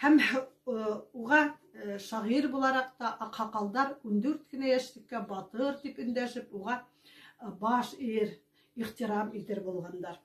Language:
Bashkir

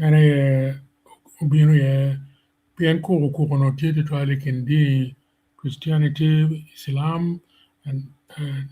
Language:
Acoli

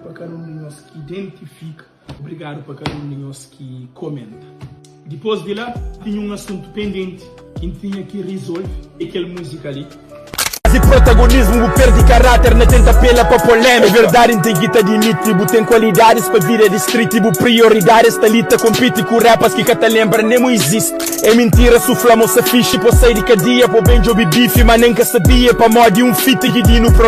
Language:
Kabuverdianu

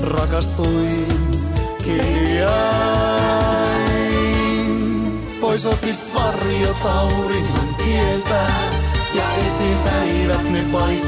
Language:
Finnish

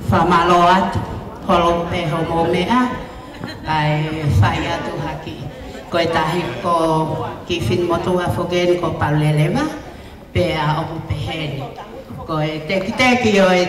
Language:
Tongan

